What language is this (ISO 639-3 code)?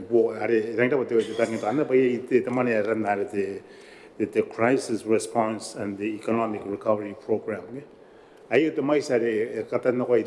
gil